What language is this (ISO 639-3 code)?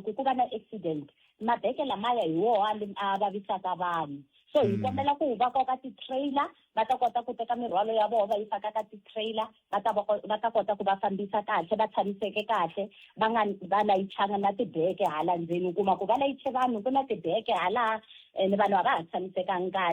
tso